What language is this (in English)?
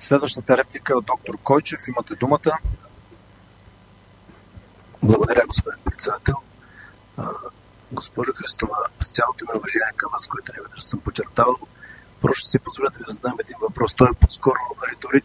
Bulgarian